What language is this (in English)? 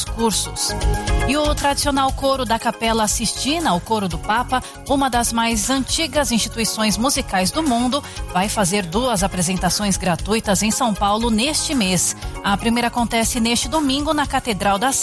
Portuguese